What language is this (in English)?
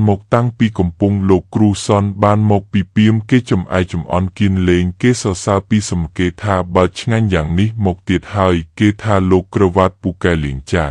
Khmer